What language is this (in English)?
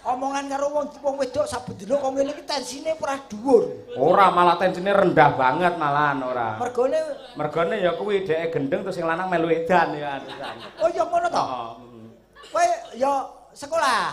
Javanese